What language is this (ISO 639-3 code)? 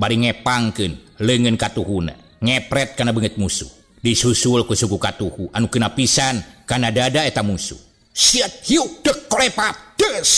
sun